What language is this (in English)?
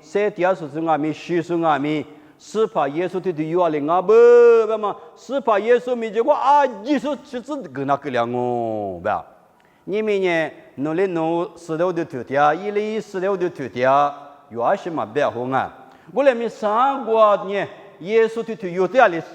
Lisu